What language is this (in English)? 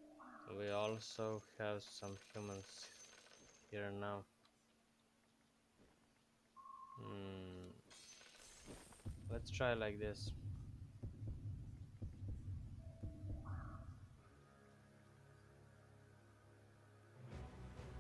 English